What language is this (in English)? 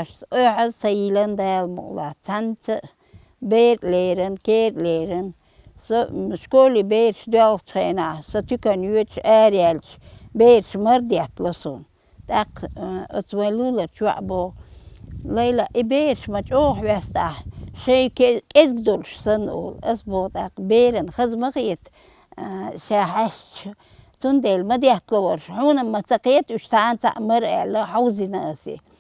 Chechen